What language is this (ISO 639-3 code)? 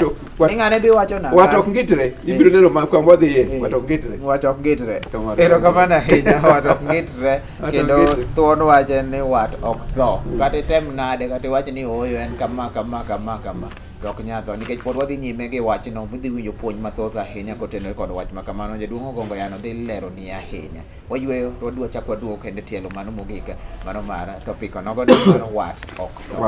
luo